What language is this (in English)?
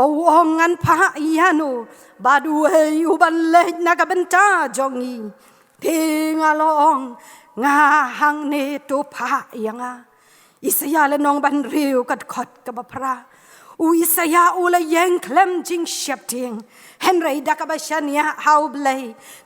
Khasi